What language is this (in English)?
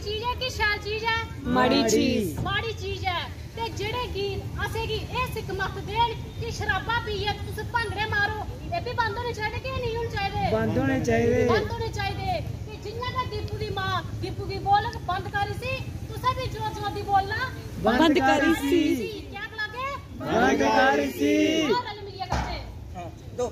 Dogri